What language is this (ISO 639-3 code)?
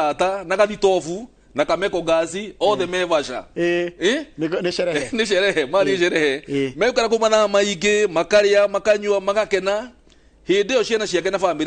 kik